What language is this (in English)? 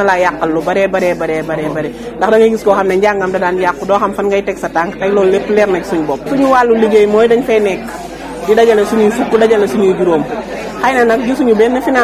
Wolof